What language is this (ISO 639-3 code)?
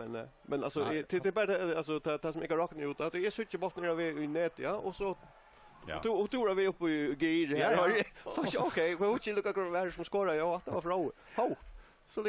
fao